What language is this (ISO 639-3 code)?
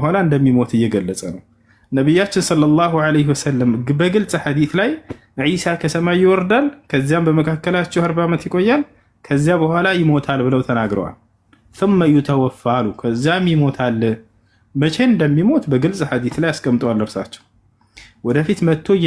amh